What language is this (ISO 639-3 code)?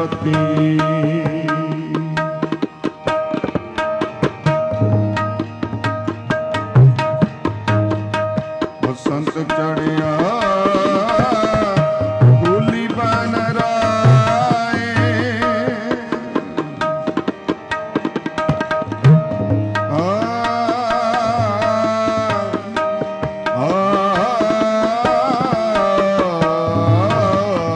pan